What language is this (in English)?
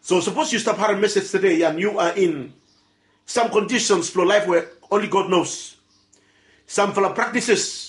Bislama